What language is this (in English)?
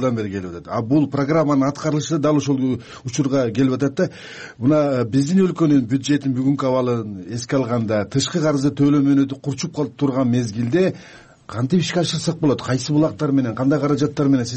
Kyrgyz